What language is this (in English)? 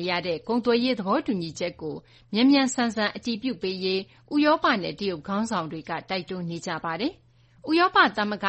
Burmese